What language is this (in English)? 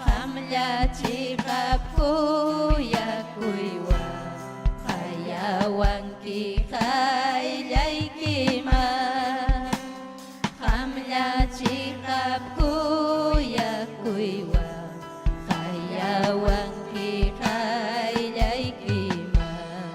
Ayacucho Quechua